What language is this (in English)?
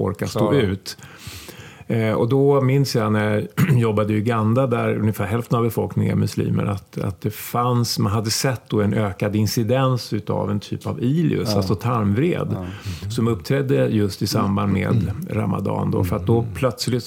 Swedish